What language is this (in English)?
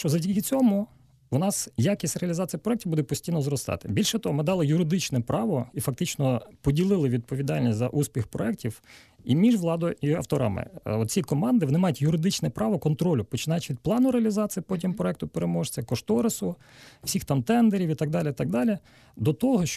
Ukrainian